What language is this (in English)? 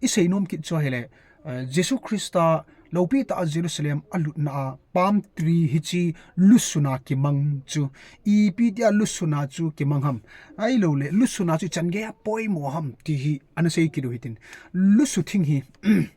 Thado Chin